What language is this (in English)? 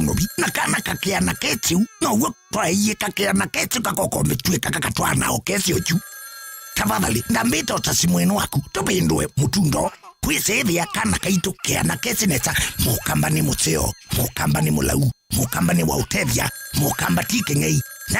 Kamba